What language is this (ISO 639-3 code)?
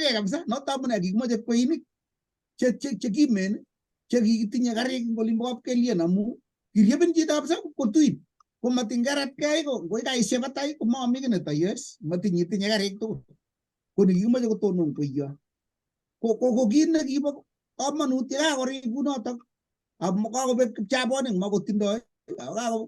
kln